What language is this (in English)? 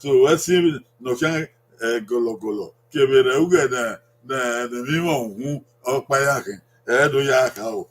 Bini